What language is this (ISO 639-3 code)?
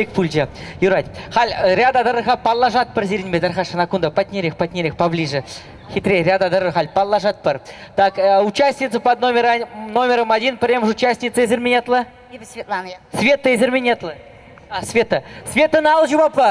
chv